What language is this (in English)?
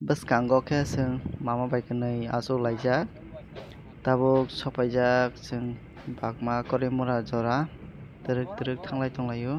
Kok Borok